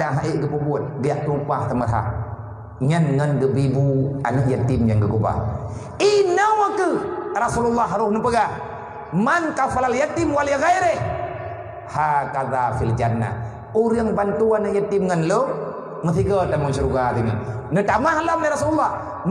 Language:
Achinese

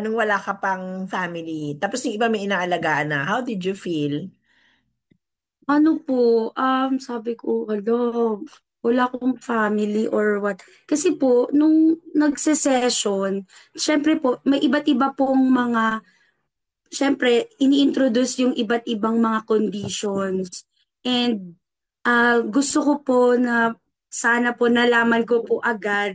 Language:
Filipino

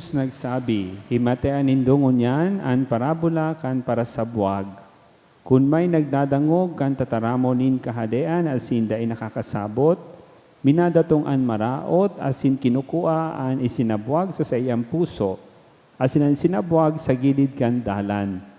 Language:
Bikol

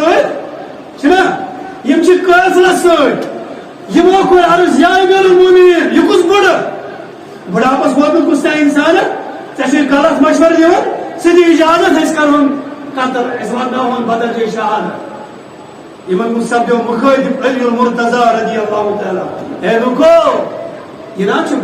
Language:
Kashmiri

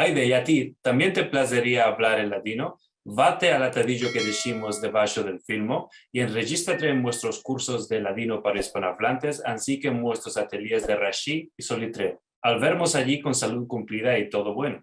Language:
Ladino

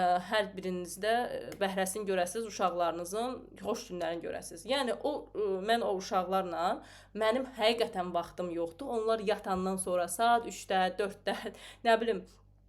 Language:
Azerbaijani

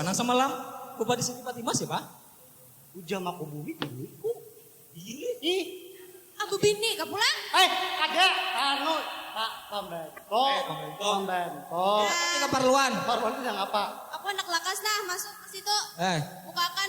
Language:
Banjar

